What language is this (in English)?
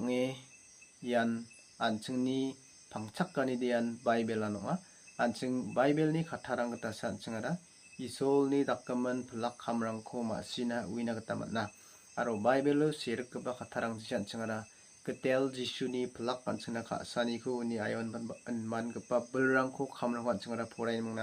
Garo